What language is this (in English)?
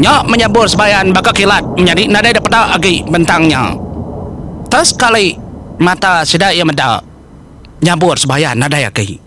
Iban